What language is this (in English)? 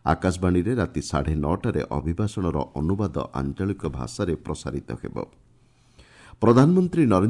Odia